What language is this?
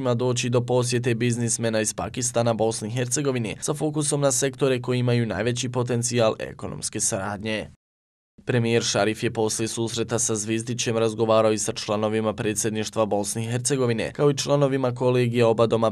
Bosnian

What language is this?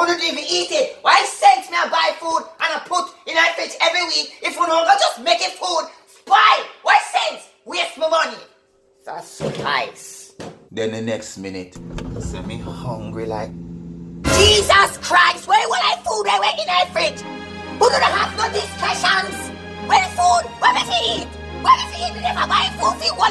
Jamaican Creole English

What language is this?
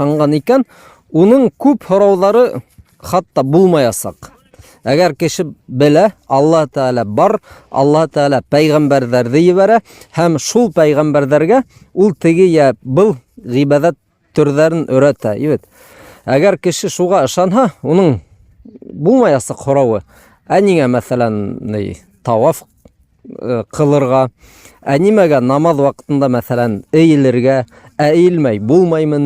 Bashkir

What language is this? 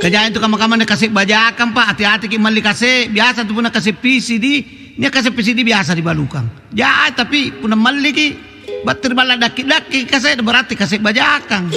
Makasar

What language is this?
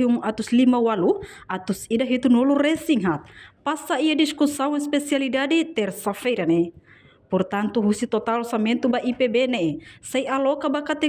Tetum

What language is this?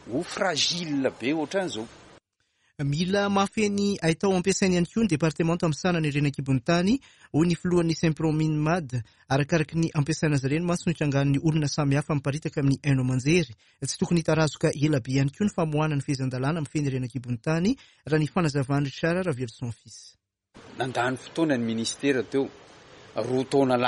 Malagasy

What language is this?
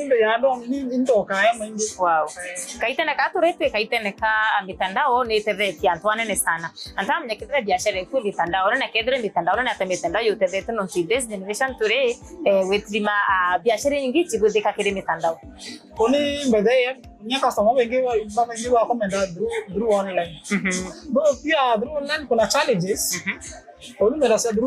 Meru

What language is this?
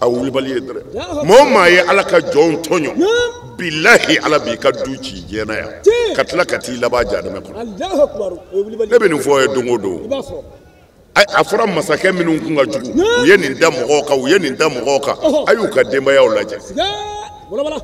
Bambara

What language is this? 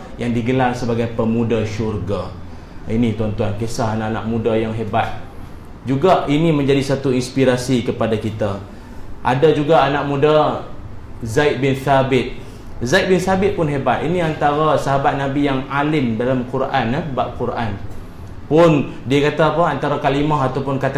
Malay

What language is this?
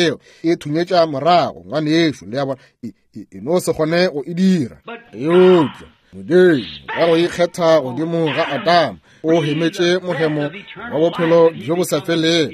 Northern Sotho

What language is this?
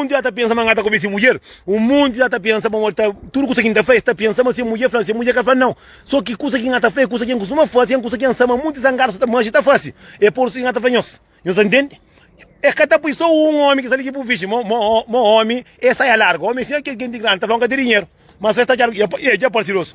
Kabuverdianu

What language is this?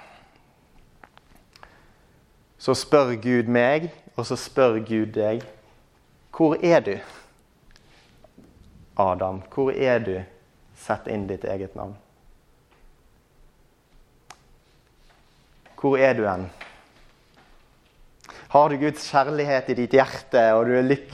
Norwegian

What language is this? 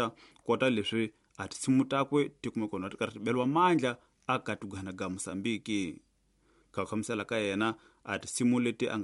Tsonga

